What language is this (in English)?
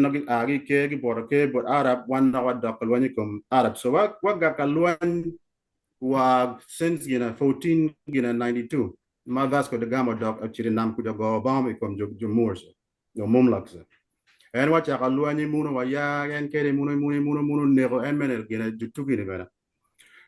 Acoli